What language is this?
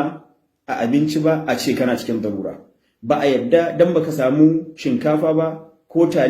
Hausa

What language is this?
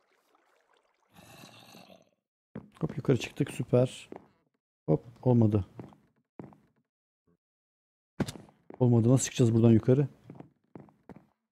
Turkish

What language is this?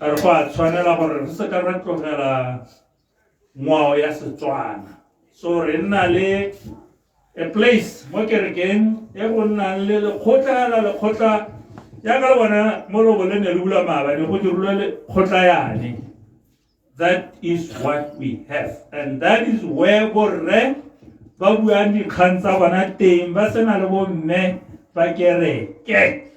Tswana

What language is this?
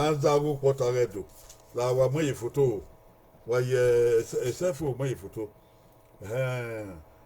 Bini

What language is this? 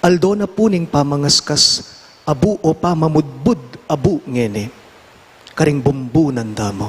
Pampanga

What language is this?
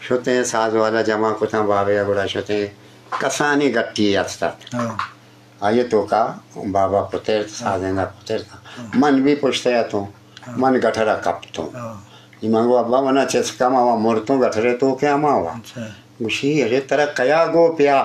Eastern Balochi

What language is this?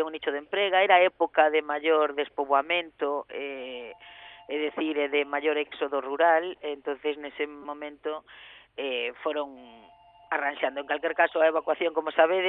Galician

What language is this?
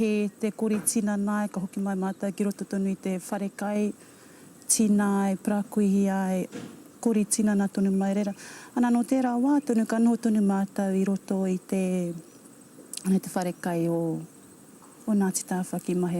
Māori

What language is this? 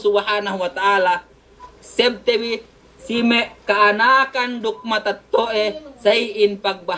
Yakan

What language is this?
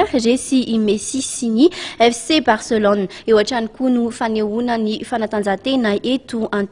Malagasy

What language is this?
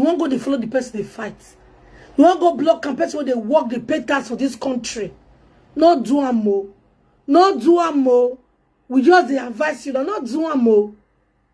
Nigerian Pidgin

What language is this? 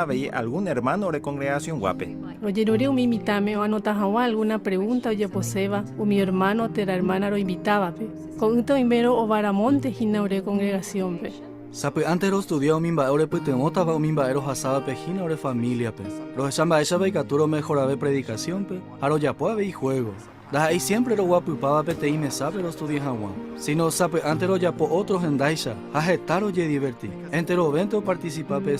Guarani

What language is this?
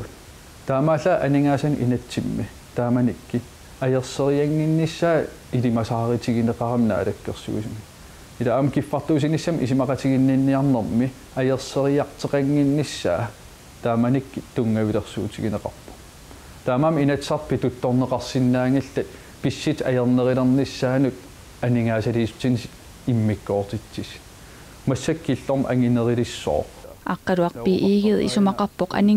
Kalaallisut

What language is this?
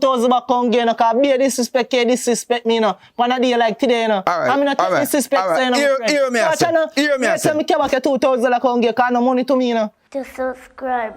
Jamaican Creole English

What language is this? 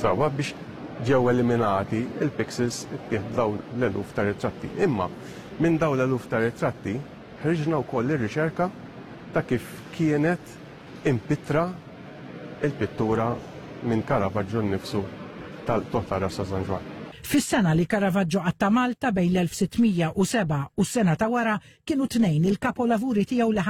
Maltese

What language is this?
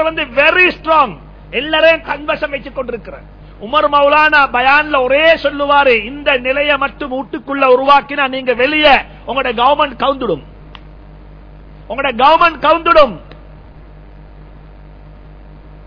Tamil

